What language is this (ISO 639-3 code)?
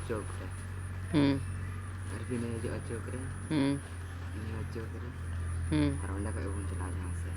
sat